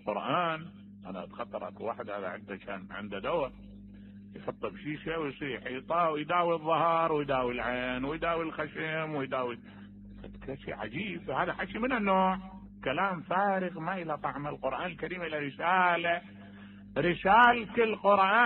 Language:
Mesopotamian Arabic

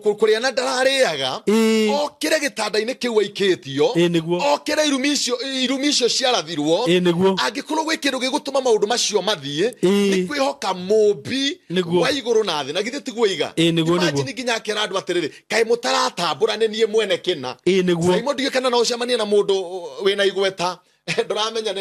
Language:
Kikuyu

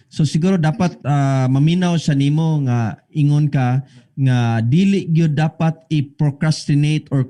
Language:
Cebuano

